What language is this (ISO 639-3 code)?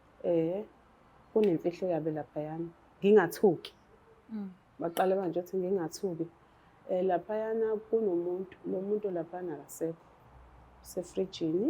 zul